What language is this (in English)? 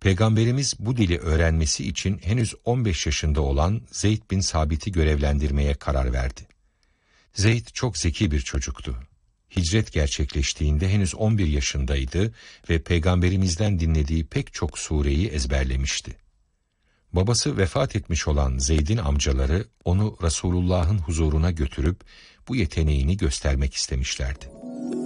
Turkish